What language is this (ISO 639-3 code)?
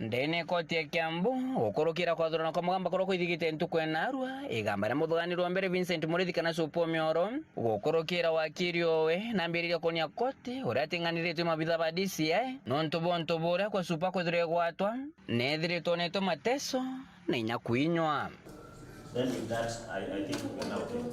mer